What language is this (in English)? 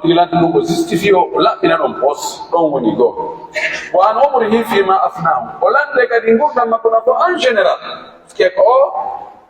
Pular